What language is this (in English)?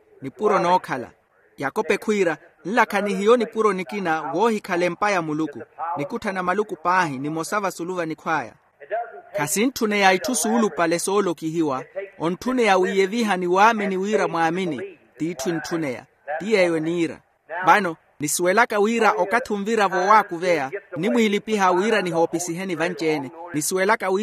Makhuwa